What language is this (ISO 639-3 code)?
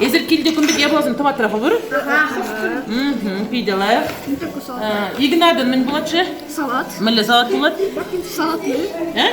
chv